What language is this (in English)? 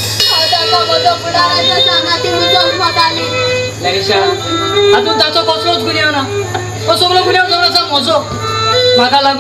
Konkani